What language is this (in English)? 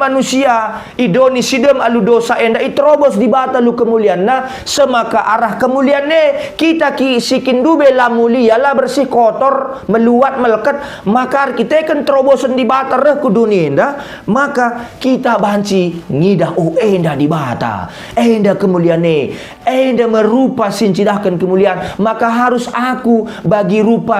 Batak Karo